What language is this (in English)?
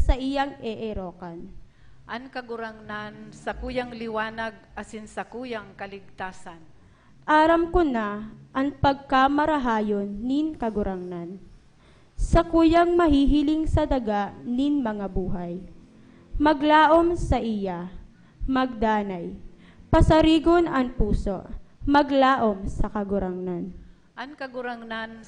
Bikol